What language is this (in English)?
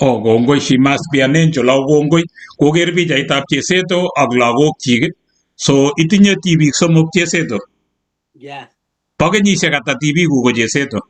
Kalenjin